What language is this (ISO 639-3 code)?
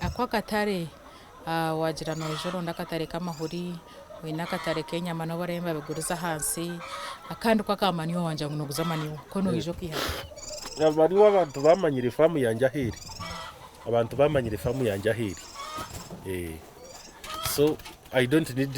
nyn